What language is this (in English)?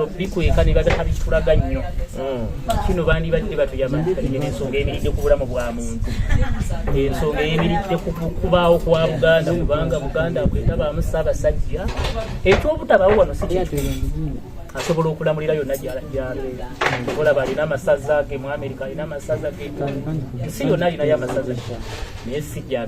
Ganda